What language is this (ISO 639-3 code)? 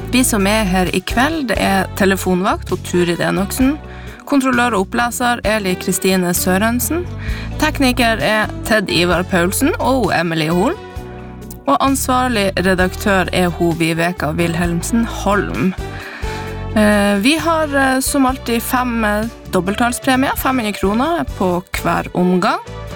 nor